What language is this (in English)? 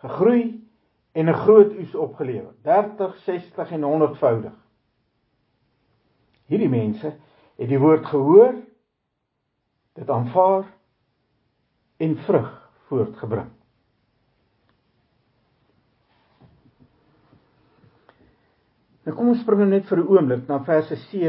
Afrikaans